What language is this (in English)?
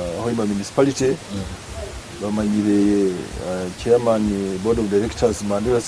Nyoro